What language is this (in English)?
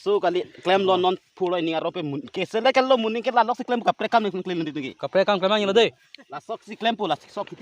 Karbi